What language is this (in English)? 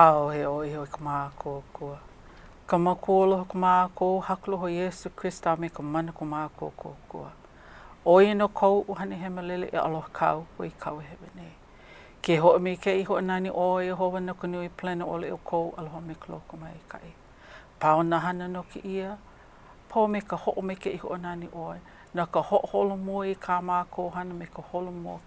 Hawaiian